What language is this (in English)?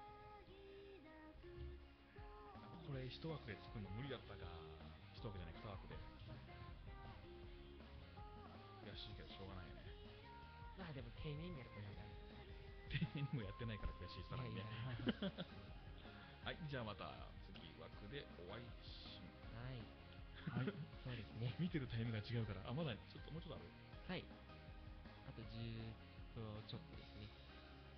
Japanese